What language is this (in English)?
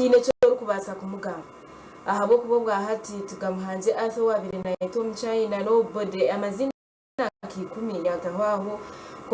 Nyankole